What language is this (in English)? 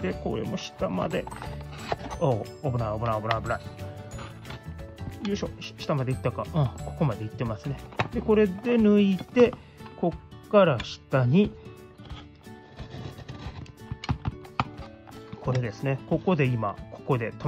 Japanese